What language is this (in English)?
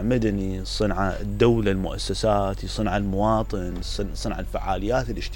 Mesopotamian Arabic